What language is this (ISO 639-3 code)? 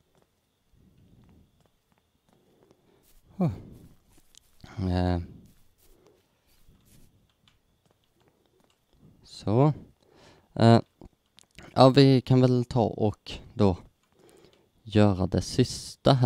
swe